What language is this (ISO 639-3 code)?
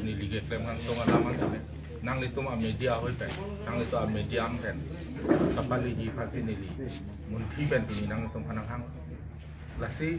mjw